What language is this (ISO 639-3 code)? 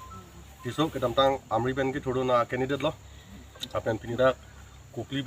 mjw